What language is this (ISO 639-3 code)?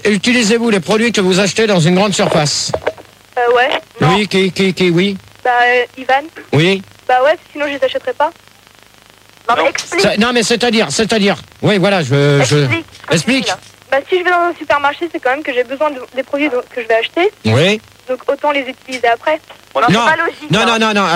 fra